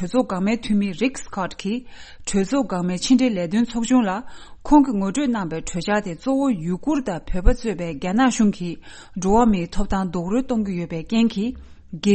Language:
Tibetan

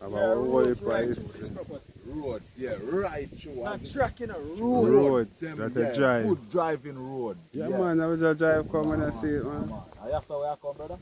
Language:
Jamaican Creole English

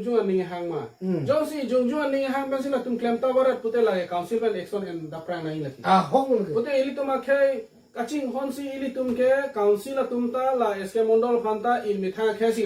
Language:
Karbi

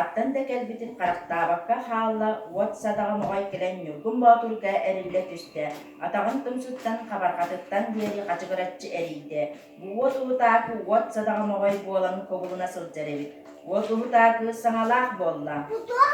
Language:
Yakut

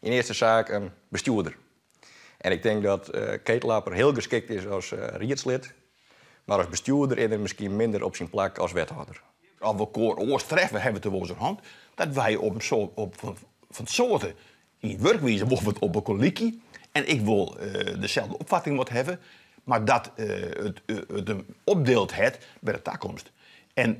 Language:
Western Frisian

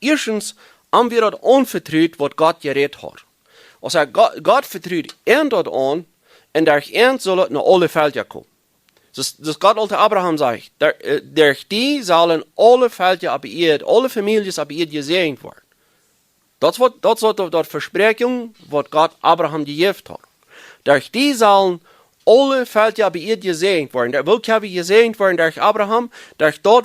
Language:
Plautdietsch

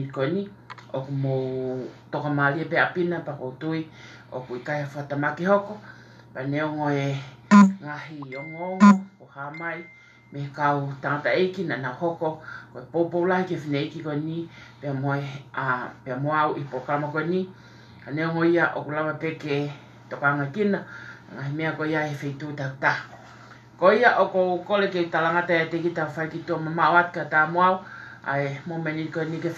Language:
Tongan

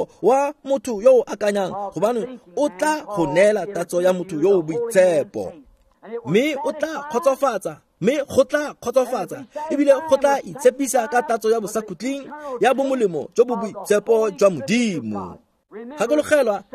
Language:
Tswana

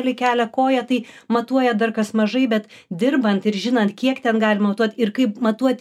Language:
Lithuanian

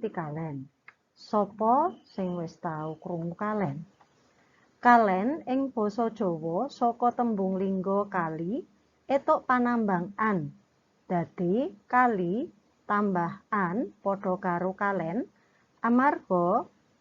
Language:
Javanese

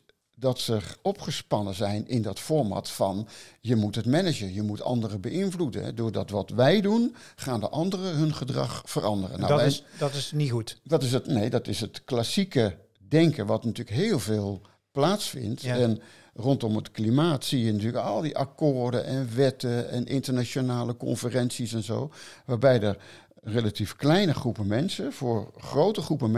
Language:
Dutch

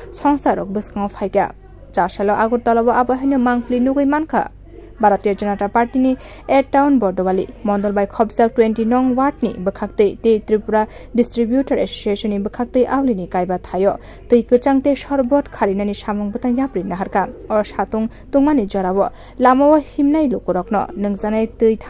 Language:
Kok Borok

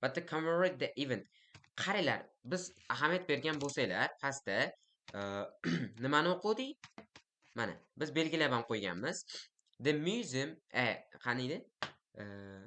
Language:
Uzbek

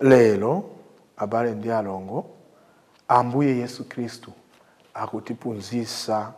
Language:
Nyanja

